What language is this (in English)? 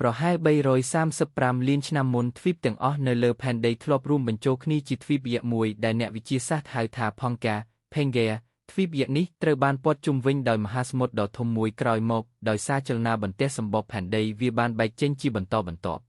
Khmer